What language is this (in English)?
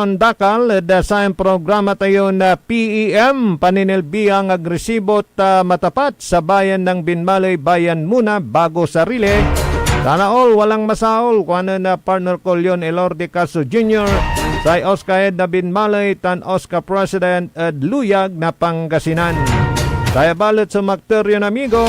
Pangasinan